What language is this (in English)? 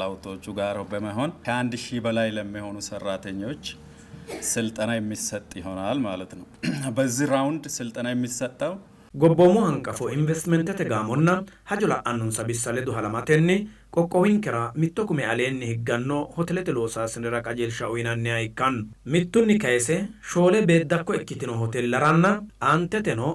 Sidamo